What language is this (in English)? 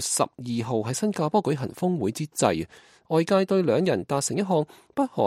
Cantonese